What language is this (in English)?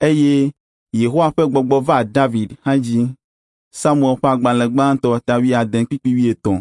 Ewe